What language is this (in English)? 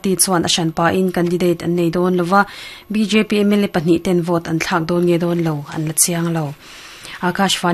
Mizo